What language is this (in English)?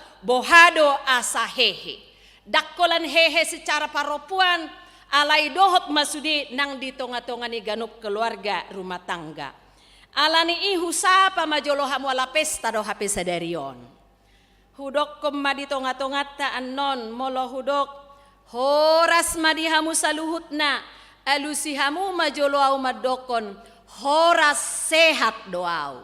Batak Toba